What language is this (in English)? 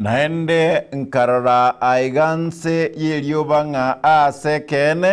Gusii